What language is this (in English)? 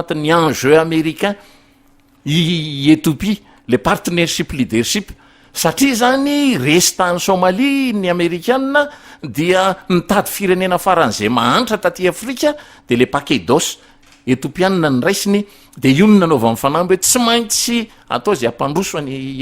Malagasy